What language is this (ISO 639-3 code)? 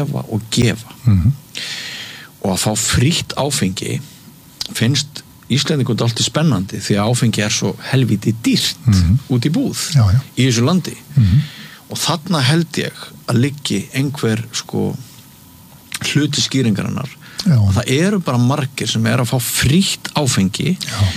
isl